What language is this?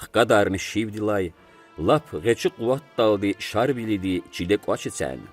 Lezghian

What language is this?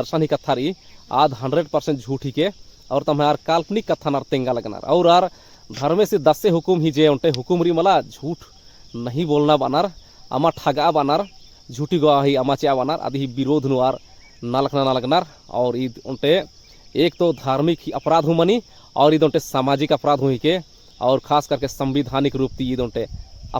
Kurukh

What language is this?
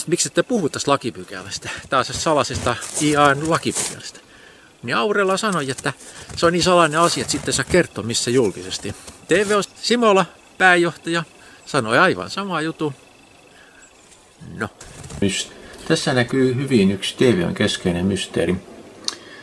Finnish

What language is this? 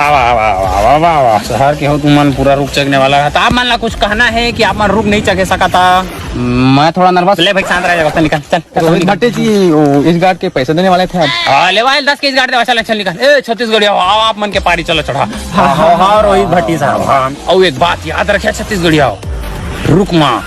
Chhattisgarhi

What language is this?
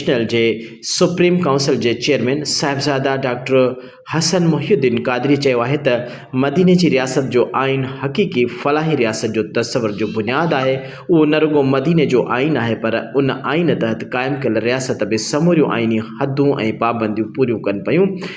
Sindhi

